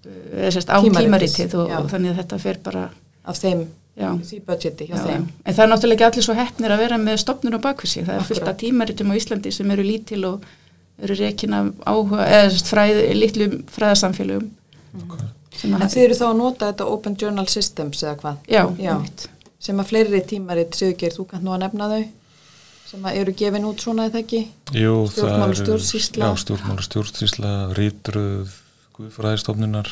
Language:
Icelandic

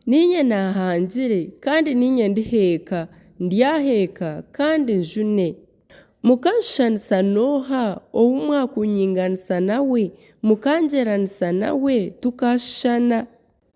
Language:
Nyankole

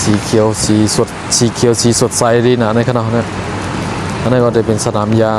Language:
Shan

